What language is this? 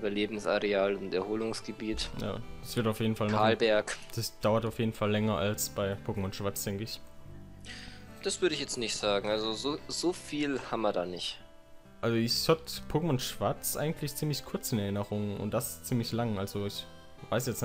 German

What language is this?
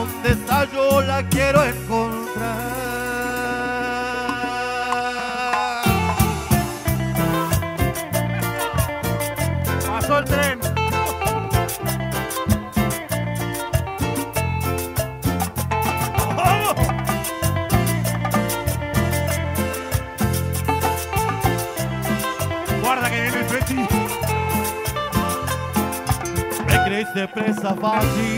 Spanish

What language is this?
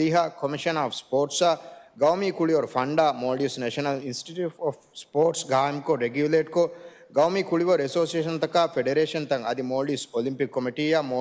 Divehi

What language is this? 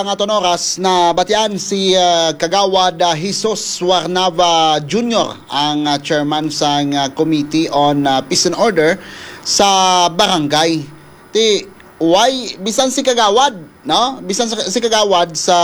Hiligaynon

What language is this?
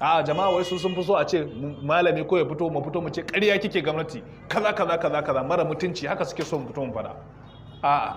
Hausa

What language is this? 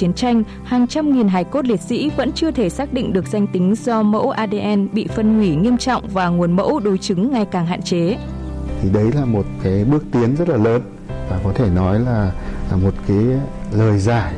Vietnamese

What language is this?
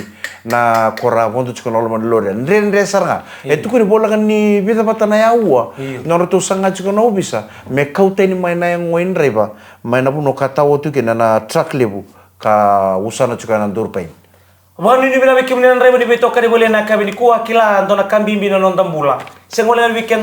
Fijian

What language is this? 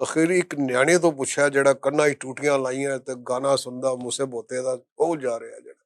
Western Panjabi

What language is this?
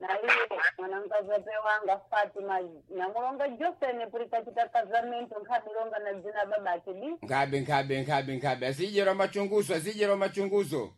Sena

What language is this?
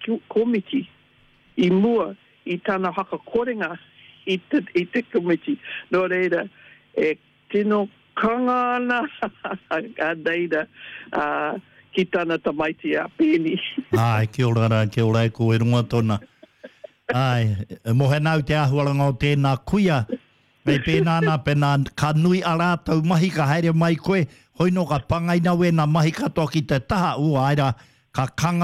Māori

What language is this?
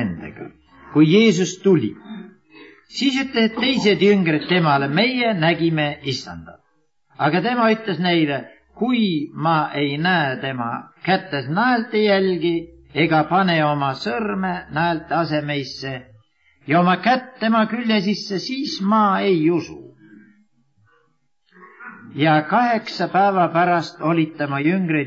Estonian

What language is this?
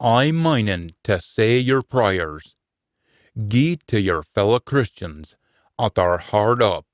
Scots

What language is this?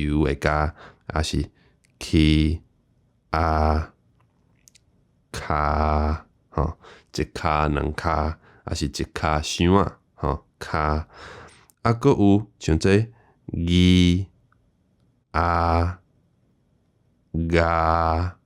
Min Nan Chinese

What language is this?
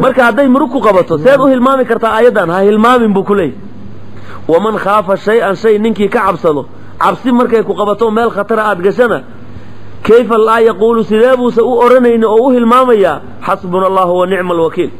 Somali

